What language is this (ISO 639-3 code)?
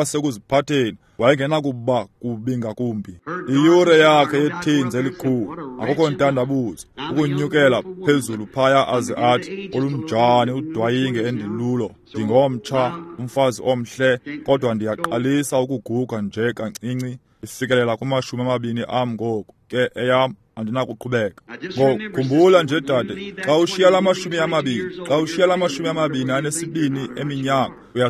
xho